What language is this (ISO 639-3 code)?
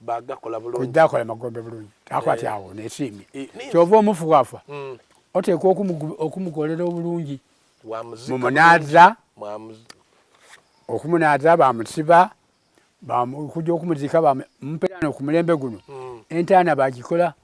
xog